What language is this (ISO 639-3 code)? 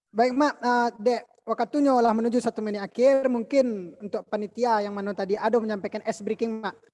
min